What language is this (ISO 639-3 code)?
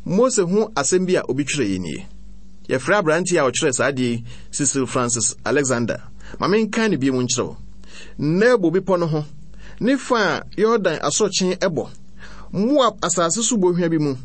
aka